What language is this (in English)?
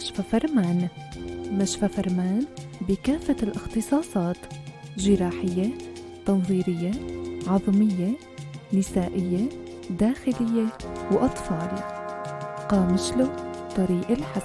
North Levantine Arabic